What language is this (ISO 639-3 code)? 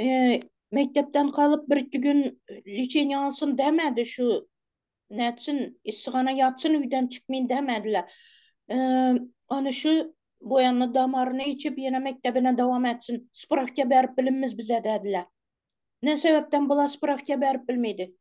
tuk